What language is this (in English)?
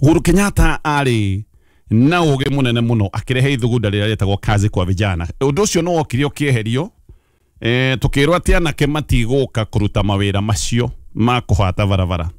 Kikuyu